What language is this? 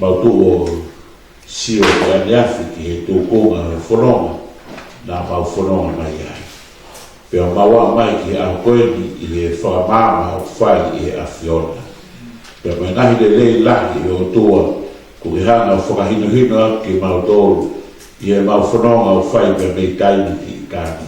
Tongan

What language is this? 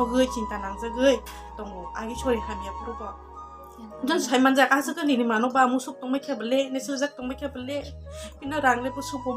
Kok Borok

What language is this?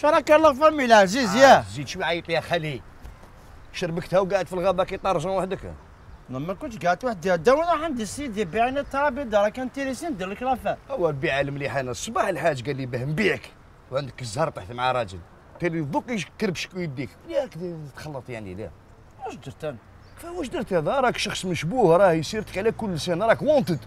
Algerian Arabic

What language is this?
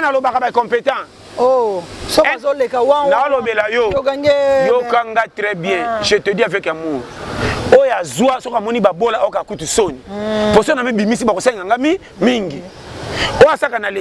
Lingala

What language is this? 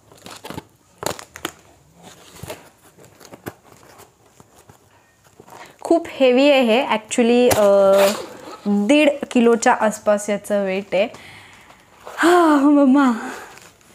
Marathi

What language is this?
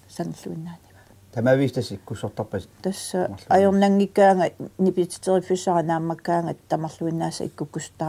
Kalaallisut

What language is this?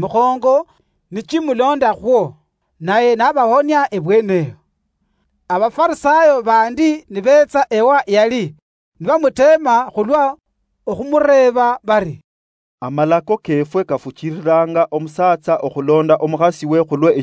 Luyia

